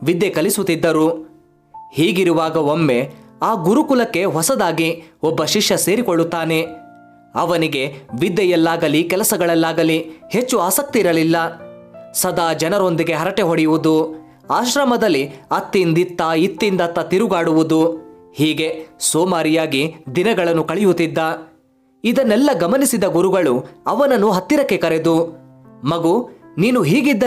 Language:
Kannada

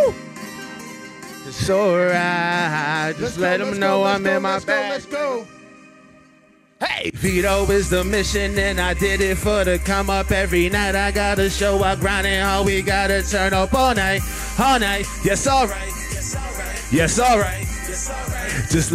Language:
English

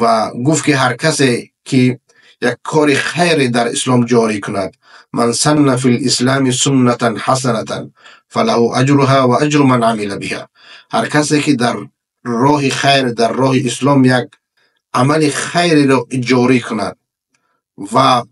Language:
Persian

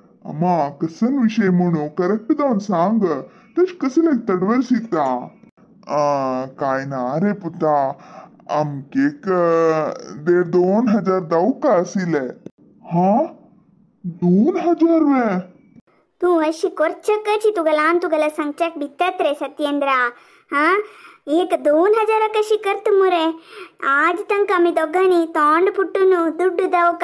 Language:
Konkani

